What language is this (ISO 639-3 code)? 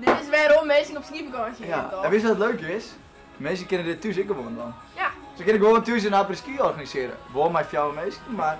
fry